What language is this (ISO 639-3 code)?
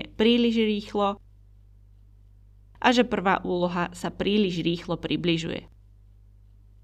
slk